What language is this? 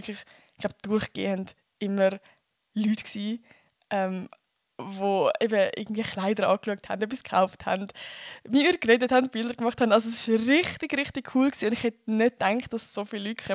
Swiss German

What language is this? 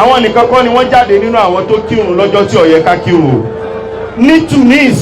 Yoruba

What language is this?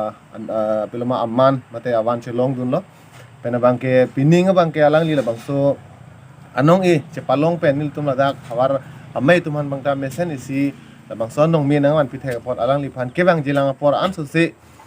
Karbi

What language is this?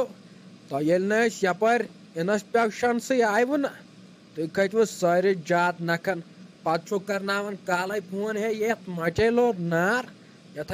Kashmiri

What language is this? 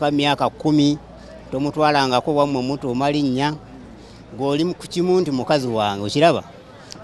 Ganda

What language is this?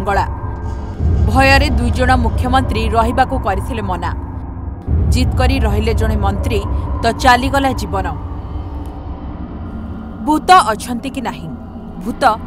Odia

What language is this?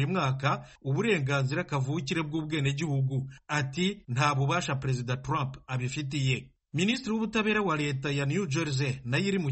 Kinyarwanda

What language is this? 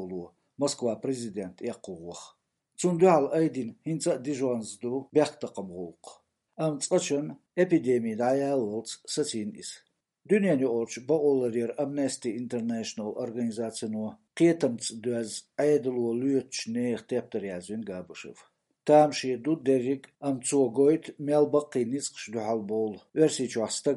Latvian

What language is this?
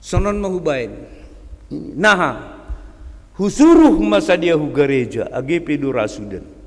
Batak Simalungun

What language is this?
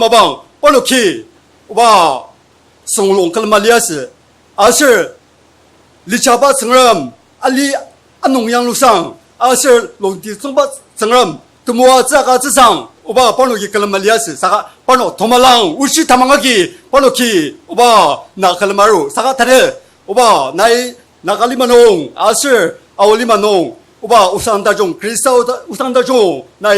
Ao Naga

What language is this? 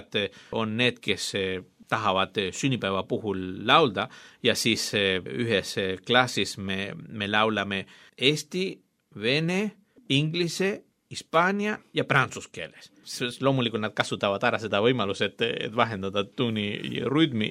Estonian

